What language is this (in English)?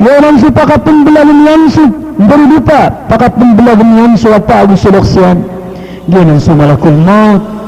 Maranao